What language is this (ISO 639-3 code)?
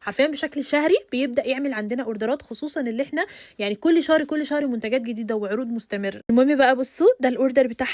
arz